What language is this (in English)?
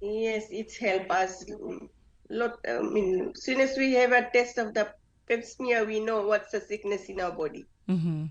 Fijian